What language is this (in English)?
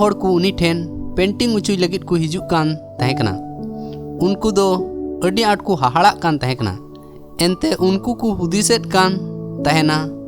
Santali